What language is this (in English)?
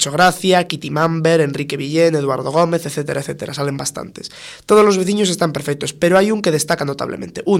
Galician